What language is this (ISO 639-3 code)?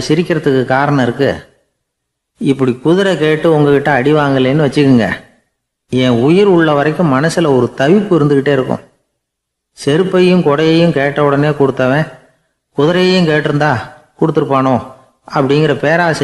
tam